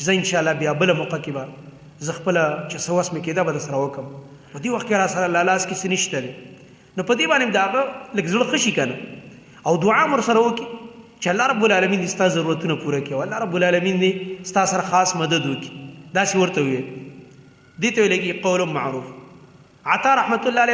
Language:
Pashto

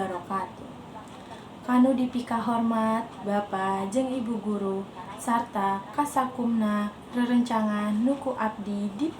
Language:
Sundanese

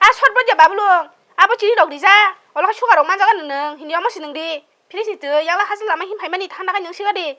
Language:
Kok Borok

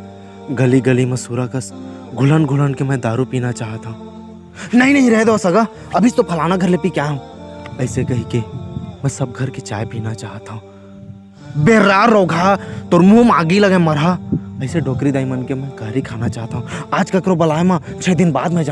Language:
Chhattisgarhi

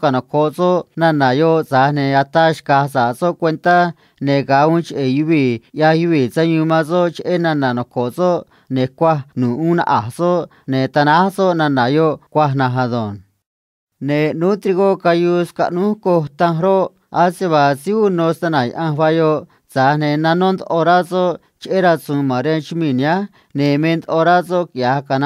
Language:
Copala Triqui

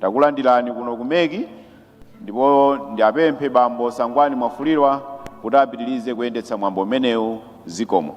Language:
Nyanja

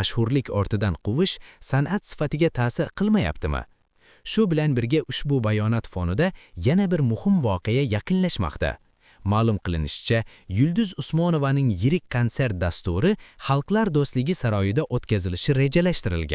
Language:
Uzbek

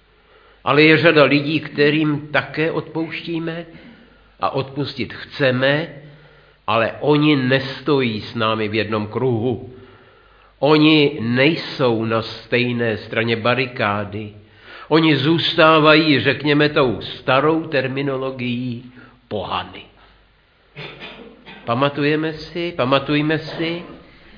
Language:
Czech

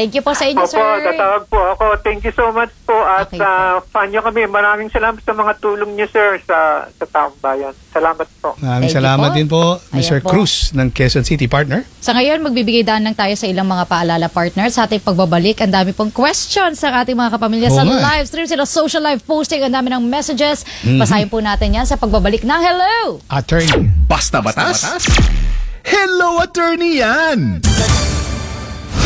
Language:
Filipino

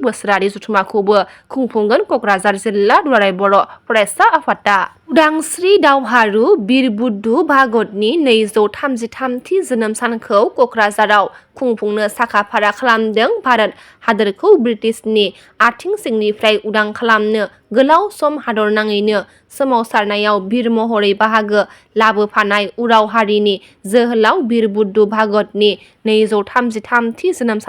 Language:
Bodo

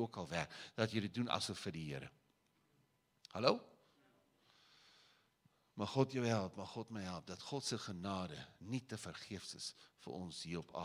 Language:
Afrikaans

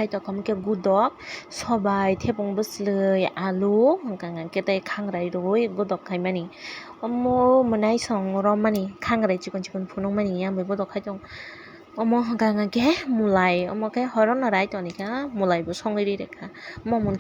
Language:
Kok Borok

